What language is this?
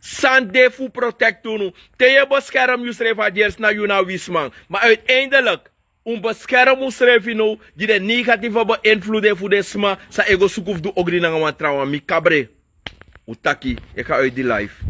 Sranan Tongo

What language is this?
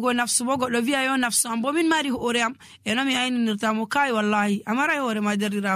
Nigerian Fulfulde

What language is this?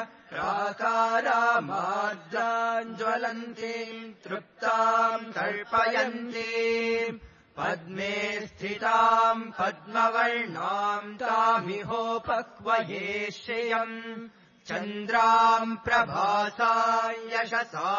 Sanskrit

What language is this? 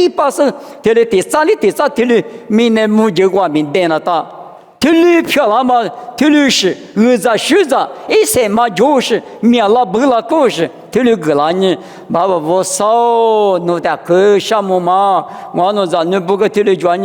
Lisu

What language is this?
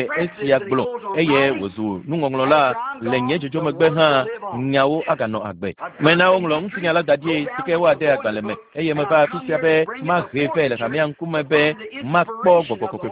Ewe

